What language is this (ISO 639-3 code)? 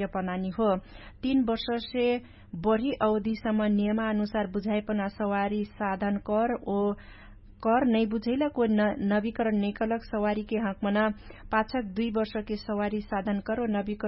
thl